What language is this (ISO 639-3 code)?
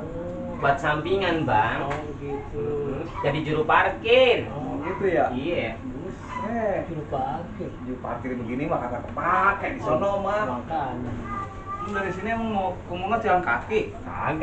bew